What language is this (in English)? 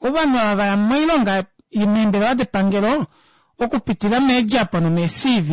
Kuanyama